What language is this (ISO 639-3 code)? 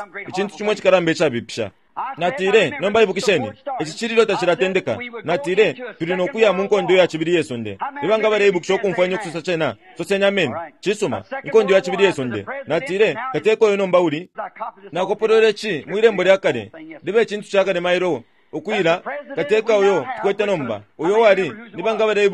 bem